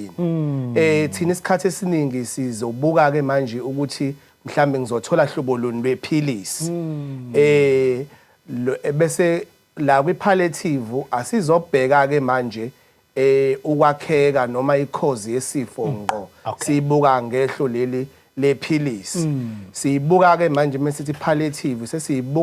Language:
Zulu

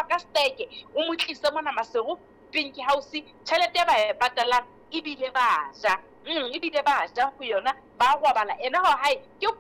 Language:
Southern Sotho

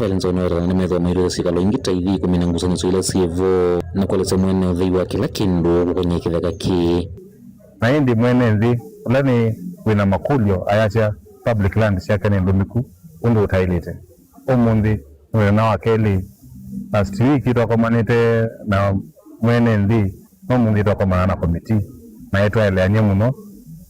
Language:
Kamba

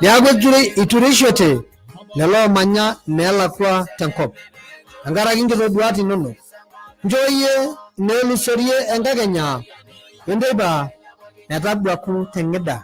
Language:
Masai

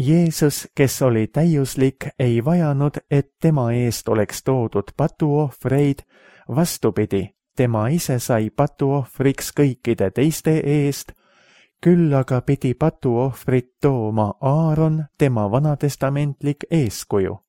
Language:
Estonian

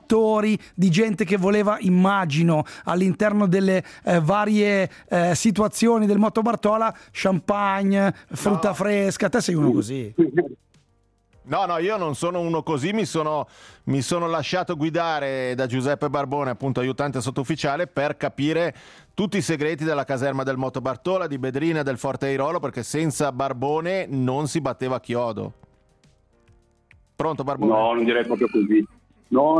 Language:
Italian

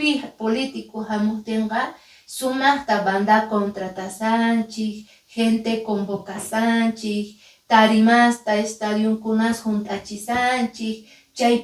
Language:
Quechua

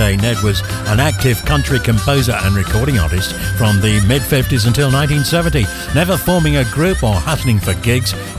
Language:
English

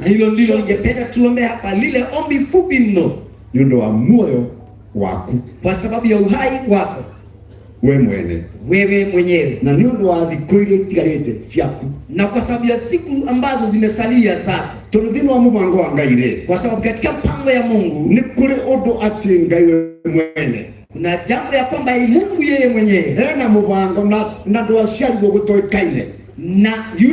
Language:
Kikuyu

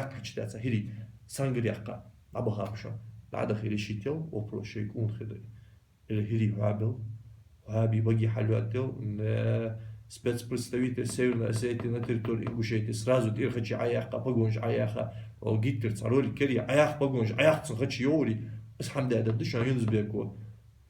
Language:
Ingush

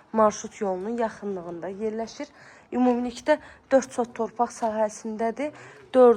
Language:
Azerbaijani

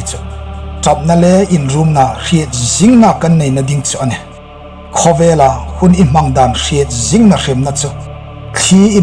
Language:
Hmar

